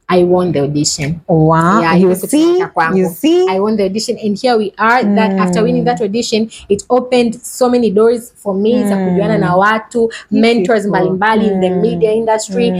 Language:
Swahili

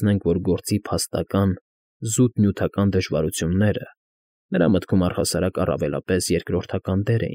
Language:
Armenian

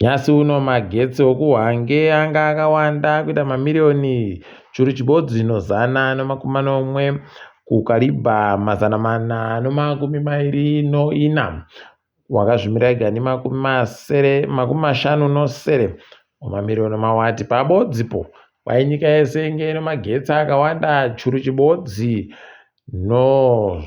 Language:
Ndau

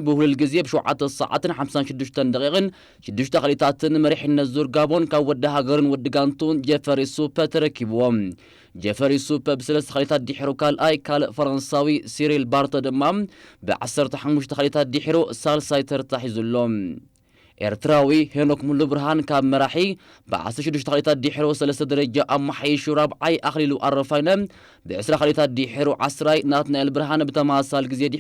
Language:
Tigrinya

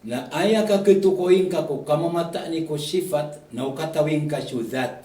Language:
Maranao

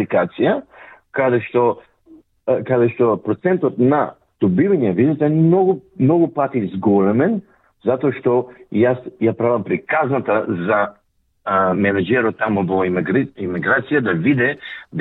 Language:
Macedonian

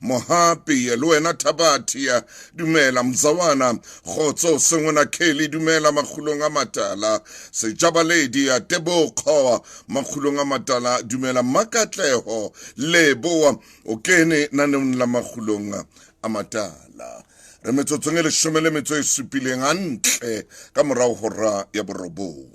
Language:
Southern Sotho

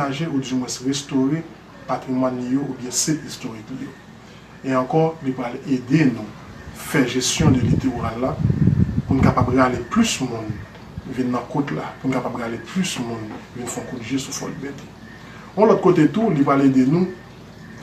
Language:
Haitian Creole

